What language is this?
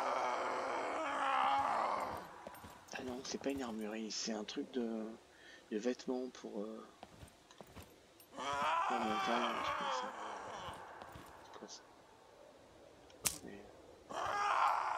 French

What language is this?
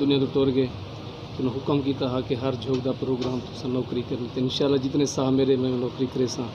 Saraiki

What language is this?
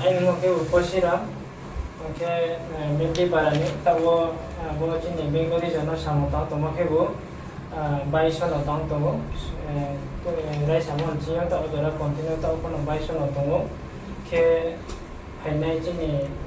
Riang (India)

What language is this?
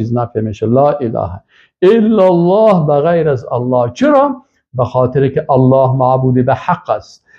Persian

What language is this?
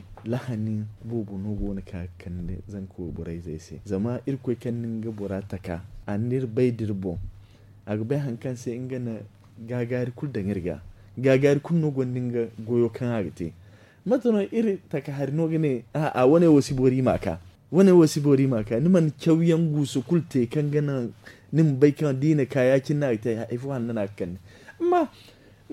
Zarma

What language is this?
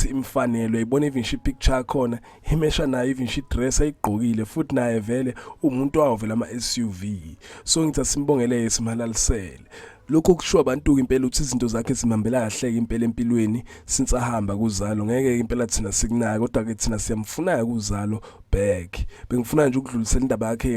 Zulu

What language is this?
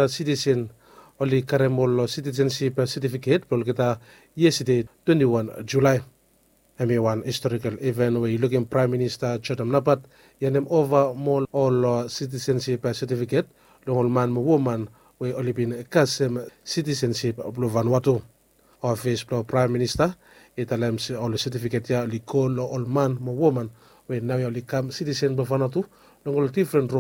Bislama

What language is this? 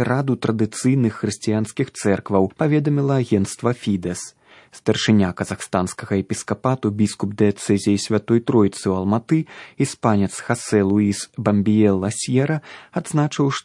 Belarusian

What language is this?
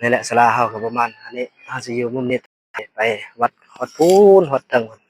Northeastern Thai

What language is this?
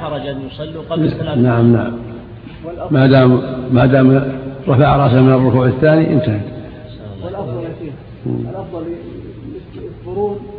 Arabic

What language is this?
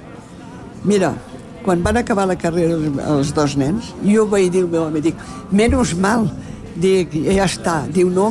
Catalan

